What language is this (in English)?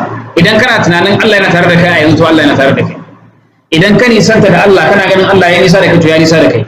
Hausa